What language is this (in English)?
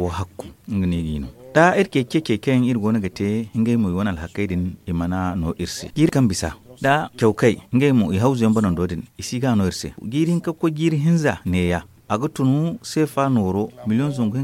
Zarma